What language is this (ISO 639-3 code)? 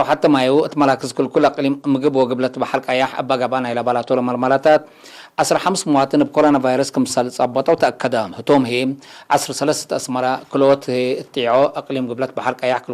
tig